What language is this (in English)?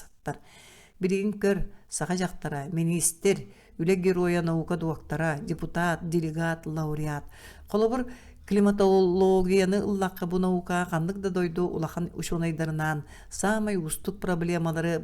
Yakut